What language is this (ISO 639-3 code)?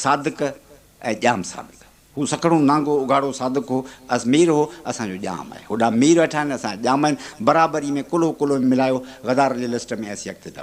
snd